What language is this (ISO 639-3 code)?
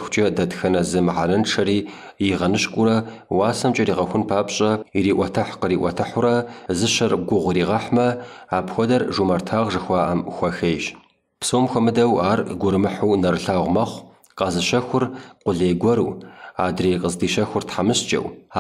kbd